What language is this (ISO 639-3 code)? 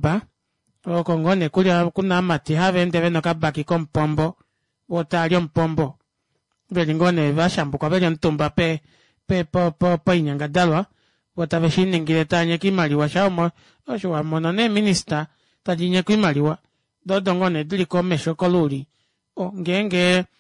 kua